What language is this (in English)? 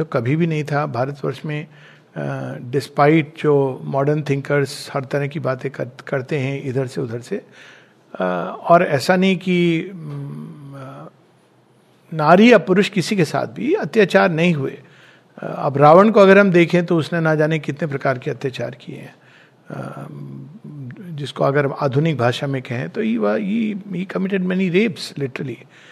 Hindi